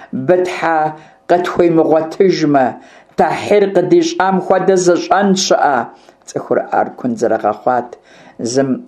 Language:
Kabardian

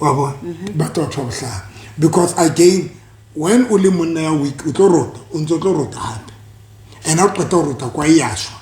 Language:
Southern Sotho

